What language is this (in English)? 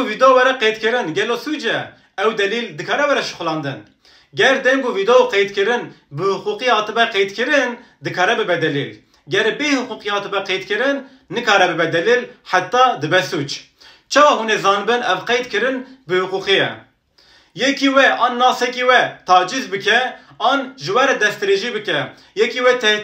Kurdish